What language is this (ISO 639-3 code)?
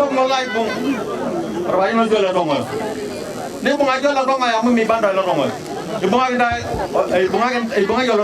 mas